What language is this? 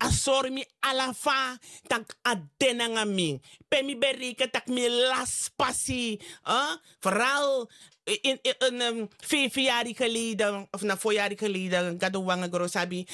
Sranan Tongo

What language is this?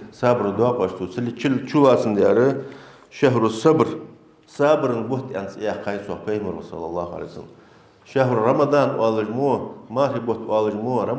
Ingush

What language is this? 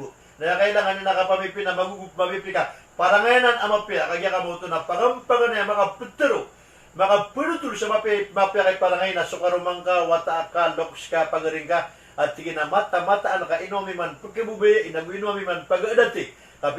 Maranao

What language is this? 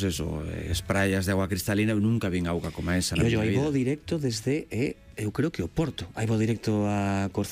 Galician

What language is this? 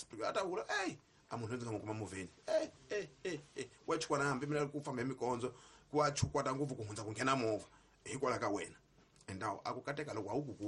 Tsonga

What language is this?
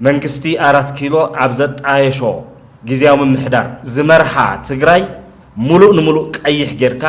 Tigrinya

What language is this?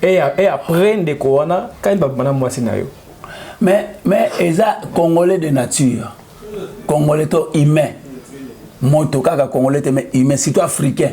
Lingala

